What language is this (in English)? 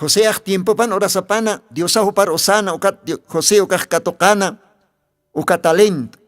Aymara